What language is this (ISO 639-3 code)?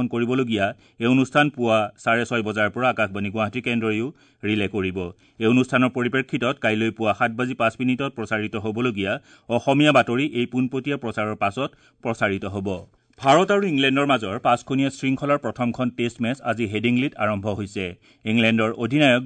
asm